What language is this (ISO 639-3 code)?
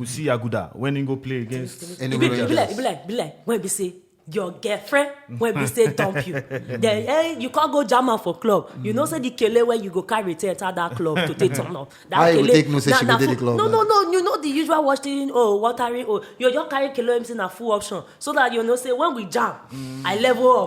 pcm